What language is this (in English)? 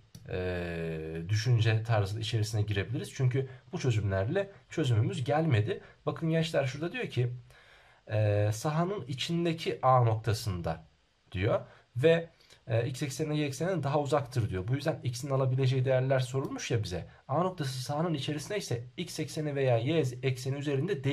Turkish